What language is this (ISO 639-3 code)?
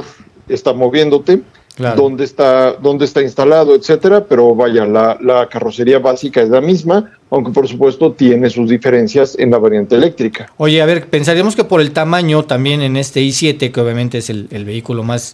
spa